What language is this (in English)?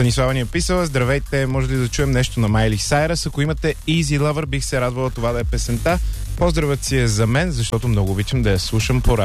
Bulgarian